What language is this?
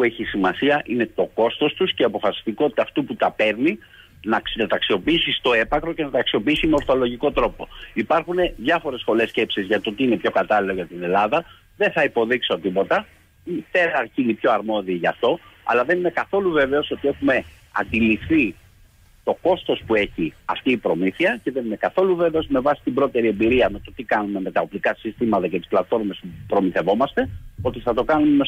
Greek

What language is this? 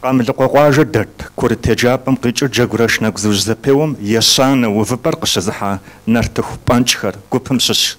Kabardian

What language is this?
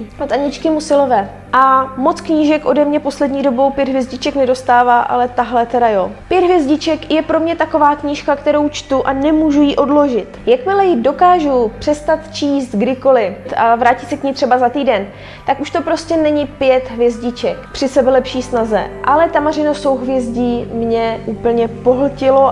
Czech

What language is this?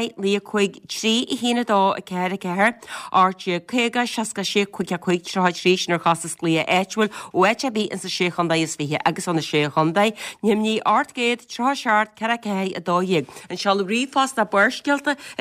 Irish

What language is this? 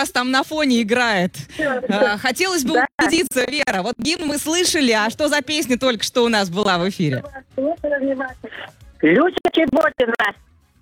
Russian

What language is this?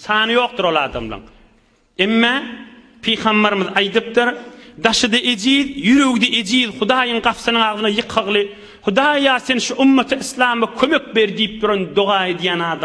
Turkmen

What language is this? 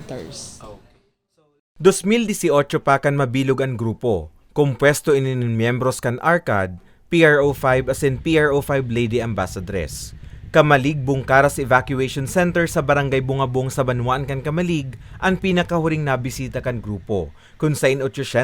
Bikol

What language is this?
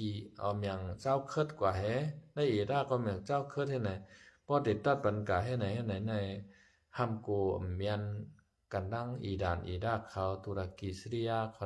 Shan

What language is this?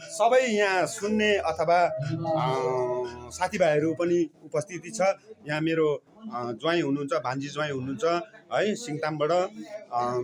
Nepali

